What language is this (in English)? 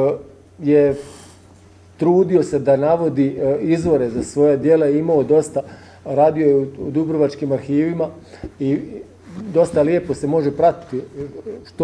Croatian